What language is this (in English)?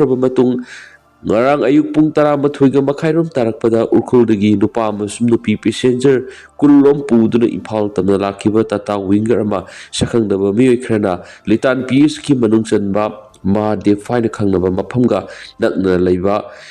Manipuri